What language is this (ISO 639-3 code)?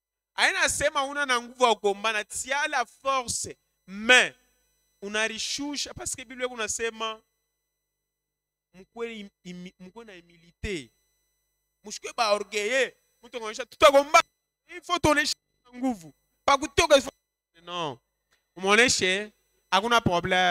swa